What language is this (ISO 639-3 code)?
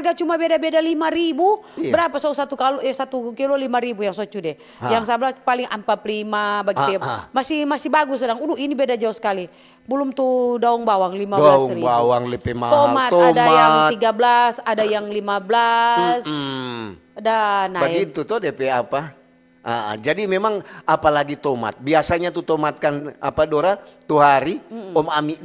xmm